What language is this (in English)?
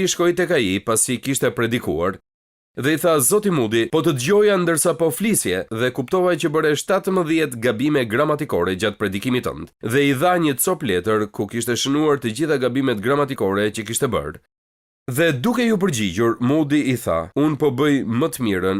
Albanian